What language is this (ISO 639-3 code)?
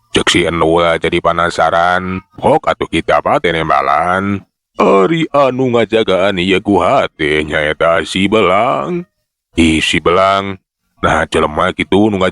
sun